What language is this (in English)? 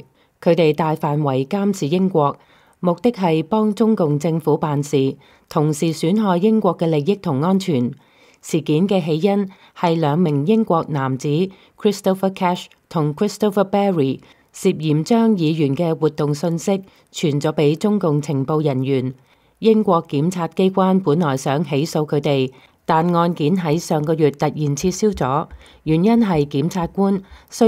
Cantonese